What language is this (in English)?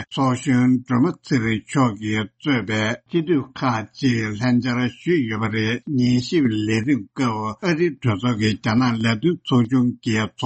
Tibetan